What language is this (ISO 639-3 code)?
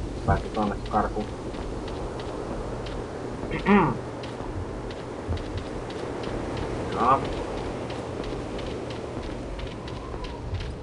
fin